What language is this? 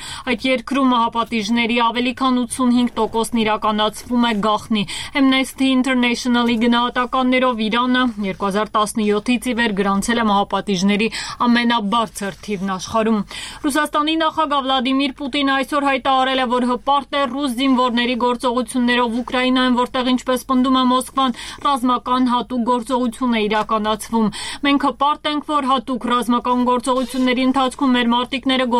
Armenian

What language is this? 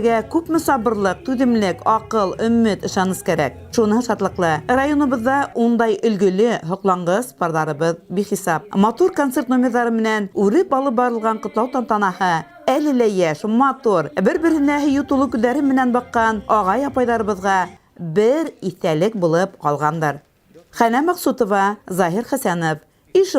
Bashkir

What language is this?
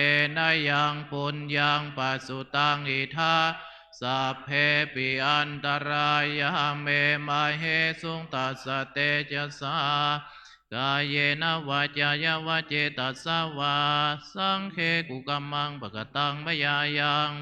Pali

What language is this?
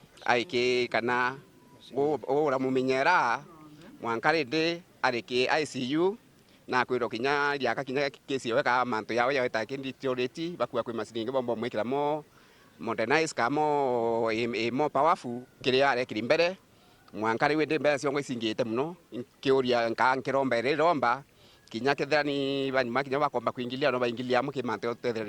Meru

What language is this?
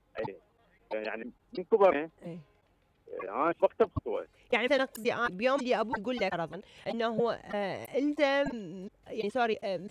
Mesopotamian Arabic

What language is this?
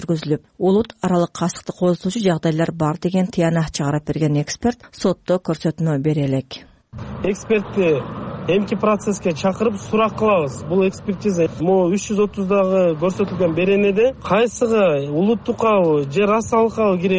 Kyrgyz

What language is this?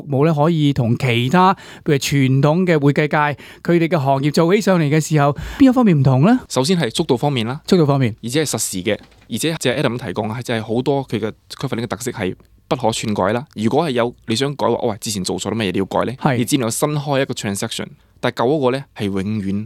Cantonese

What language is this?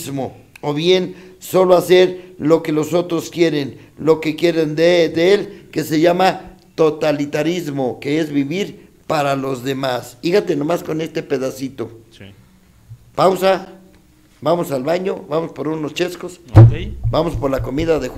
Spanish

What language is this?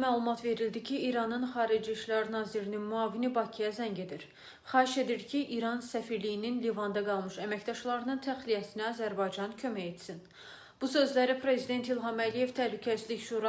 Azerbaijani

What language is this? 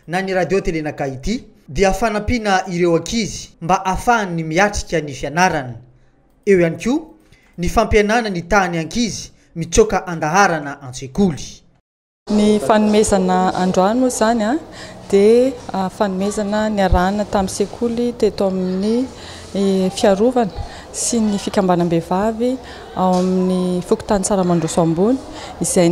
Malagasy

